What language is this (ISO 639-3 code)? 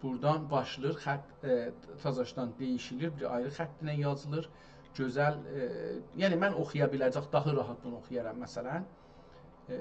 azb